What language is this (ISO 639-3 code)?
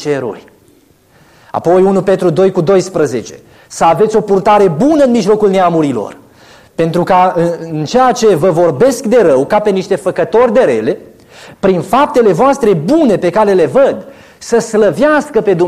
ron